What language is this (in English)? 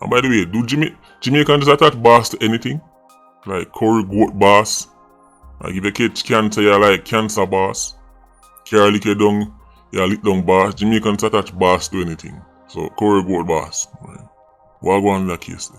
Jamaican Creole English